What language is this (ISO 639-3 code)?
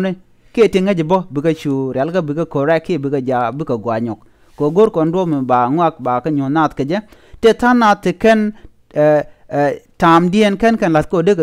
nus